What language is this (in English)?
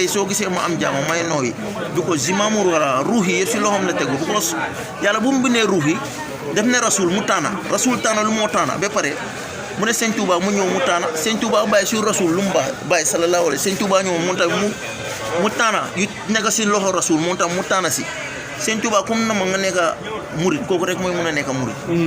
Wolof